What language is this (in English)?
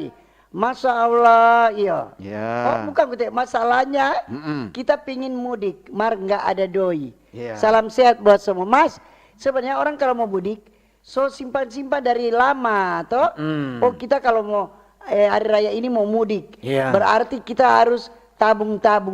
Manado Malay